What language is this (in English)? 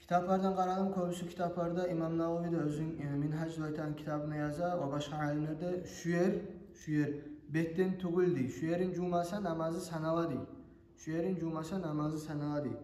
Kumyk